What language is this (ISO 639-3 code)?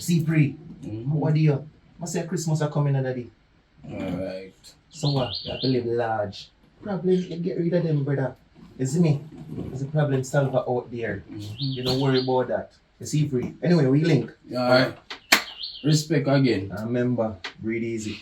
jam